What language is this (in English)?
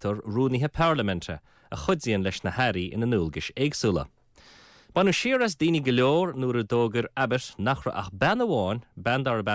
Irish